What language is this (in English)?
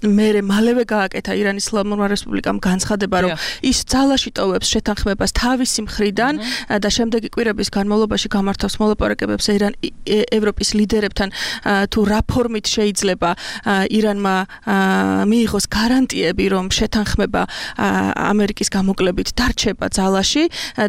Georgian